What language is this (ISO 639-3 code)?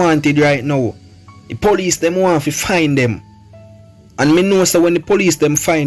jam